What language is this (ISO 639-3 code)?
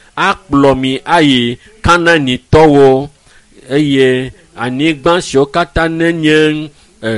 ewe